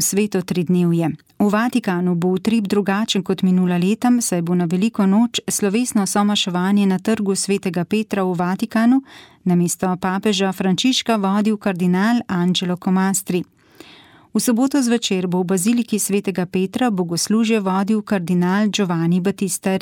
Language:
Slovenian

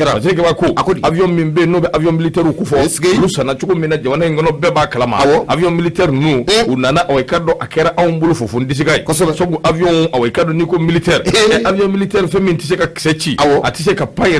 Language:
Bambara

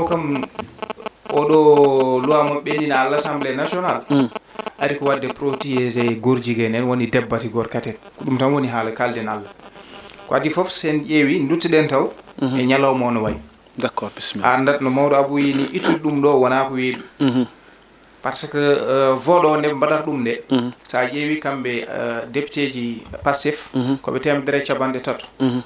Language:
Fula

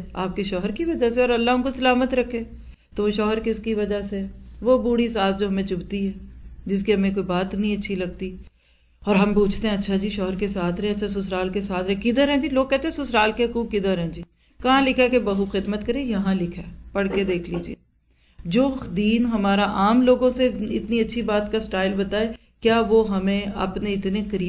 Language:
Urdu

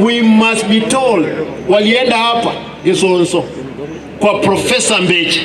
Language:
Gusii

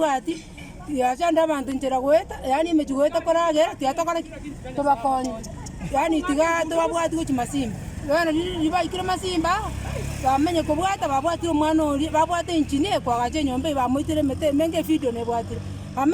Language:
Gusii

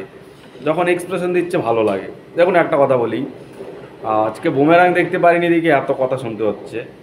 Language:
Bangla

